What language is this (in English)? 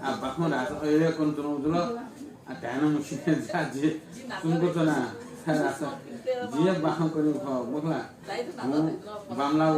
Newari